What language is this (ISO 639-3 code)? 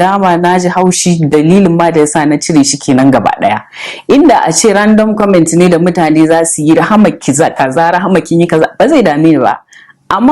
hau